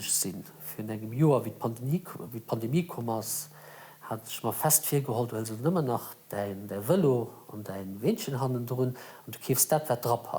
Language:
Luxembourgish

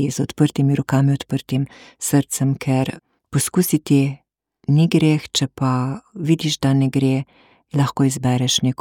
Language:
Slovenian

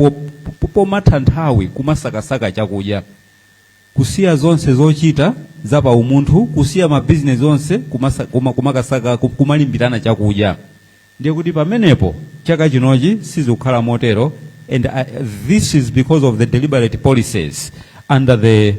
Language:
Nyanja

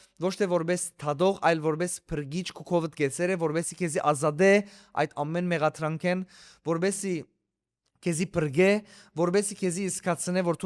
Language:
Western Armenian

